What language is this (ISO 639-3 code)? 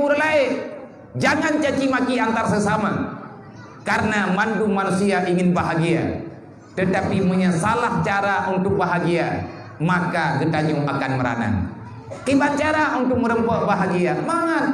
ace